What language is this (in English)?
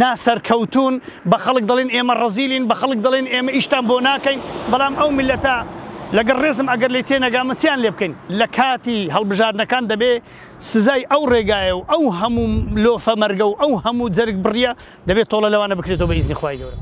Central Kurdish